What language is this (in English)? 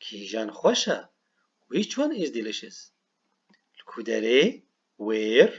Kurdish